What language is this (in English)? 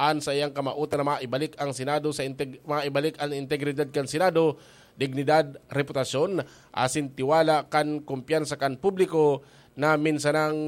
Bikol